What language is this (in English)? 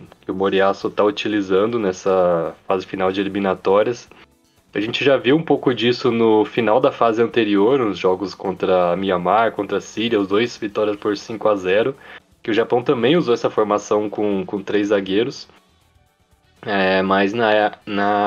Portuguese